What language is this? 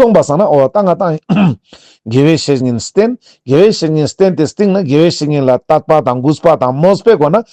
Ladakhi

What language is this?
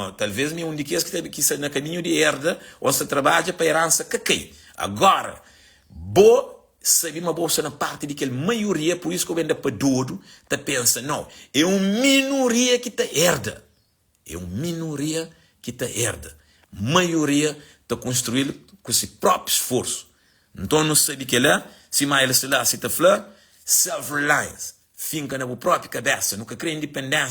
Kabuverdianu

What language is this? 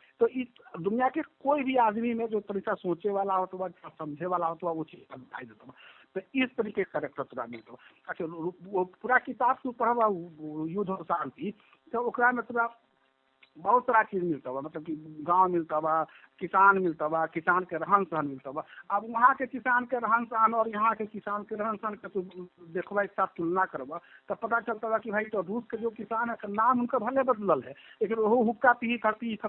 Magahi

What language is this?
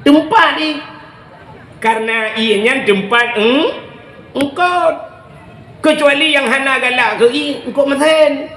Achinese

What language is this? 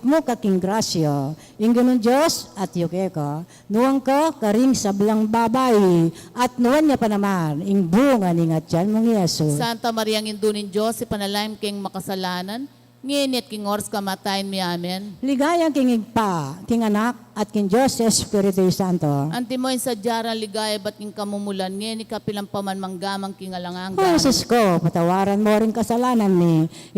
Pampanga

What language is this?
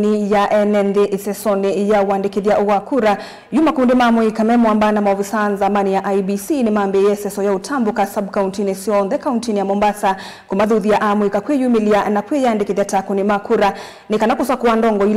Kamba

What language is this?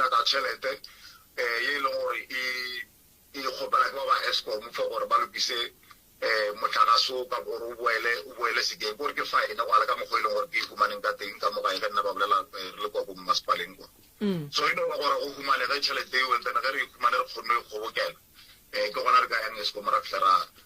Northern Sotho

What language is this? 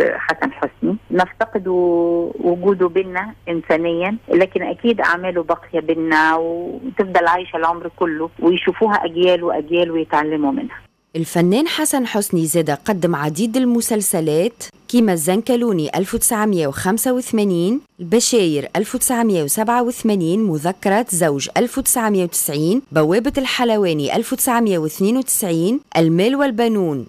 Tunisian Arabic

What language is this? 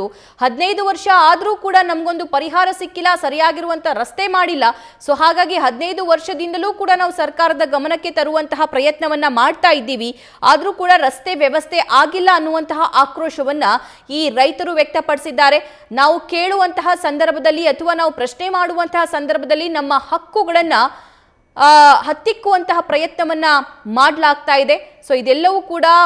Kannada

